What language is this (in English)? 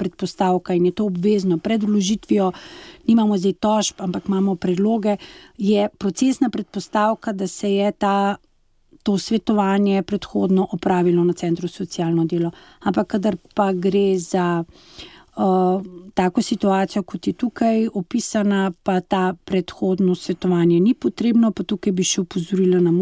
Slovenian